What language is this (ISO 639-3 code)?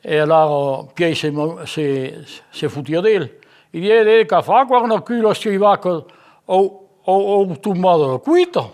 oci